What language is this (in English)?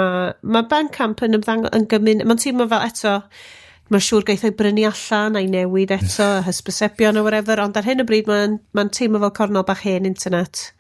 Welsh